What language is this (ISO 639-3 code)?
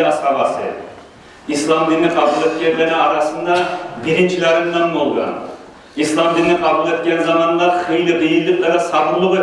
kum